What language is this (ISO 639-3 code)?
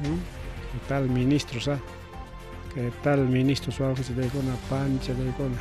quy